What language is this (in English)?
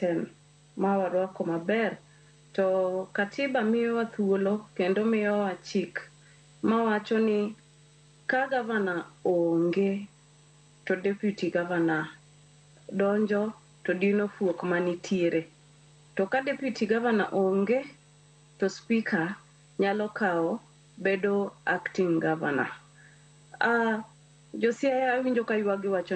Luo (Kenya and Tanzania)